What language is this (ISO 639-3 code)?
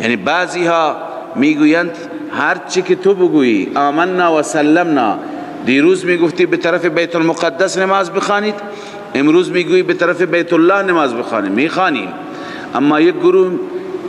fas